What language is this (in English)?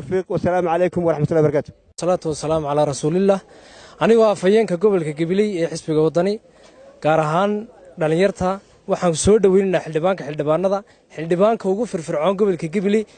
Somali